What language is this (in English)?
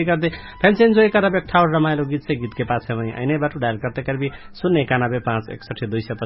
Dangaura Tharu